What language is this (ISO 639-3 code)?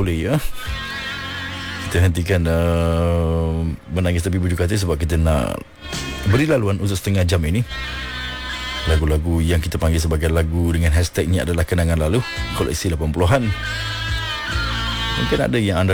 msa